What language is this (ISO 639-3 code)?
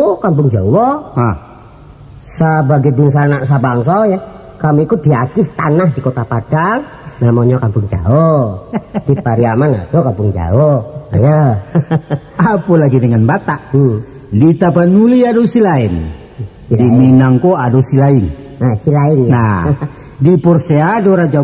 min